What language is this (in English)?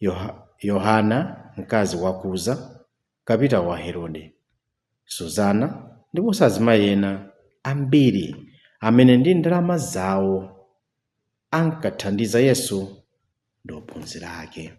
Nyanja